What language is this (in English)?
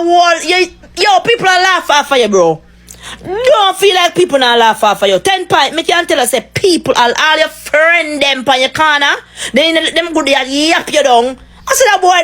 Jamaican Creole English